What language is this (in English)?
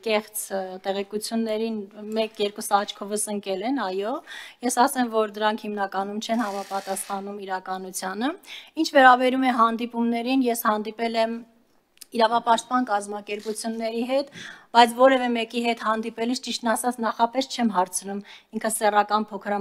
Armenian